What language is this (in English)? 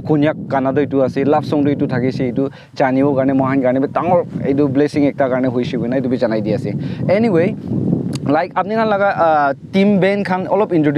Naga Pidgin